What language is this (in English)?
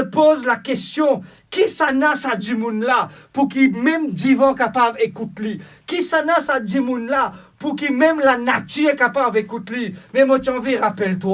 Morisyen